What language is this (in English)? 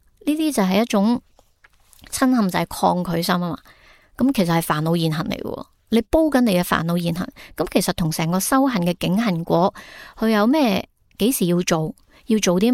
Cantonese